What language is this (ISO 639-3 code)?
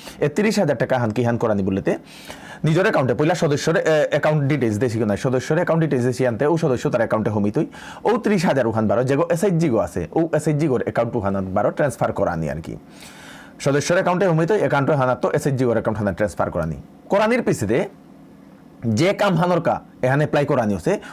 bpy